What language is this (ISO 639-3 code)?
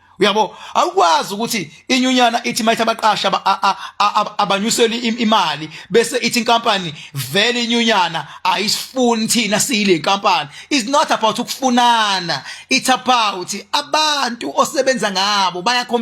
zul